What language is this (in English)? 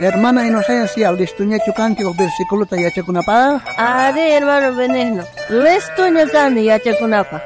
South Bolivian Quechua